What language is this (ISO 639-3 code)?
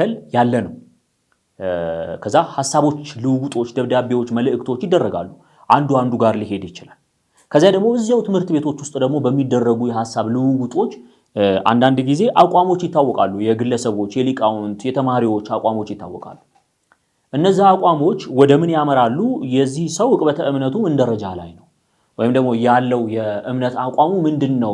amh